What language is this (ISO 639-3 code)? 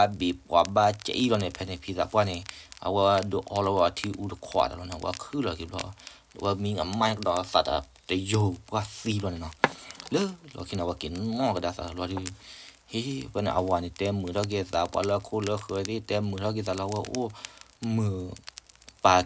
ksw